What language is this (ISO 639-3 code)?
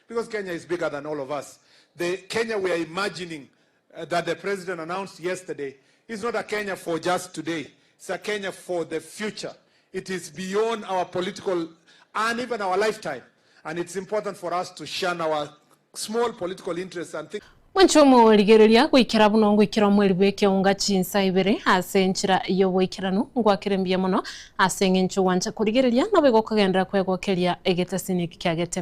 guz